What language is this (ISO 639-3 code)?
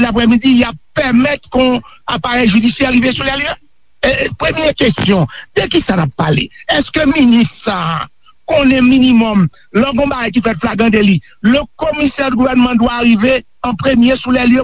hat